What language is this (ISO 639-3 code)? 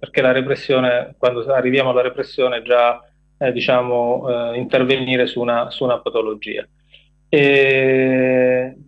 ita